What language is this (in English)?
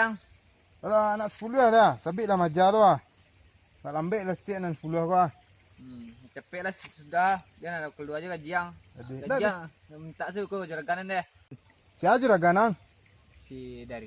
Minangkabau